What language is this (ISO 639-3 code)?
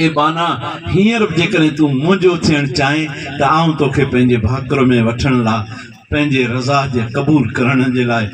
snd